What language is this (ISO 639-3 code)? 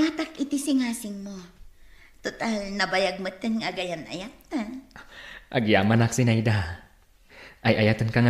ilo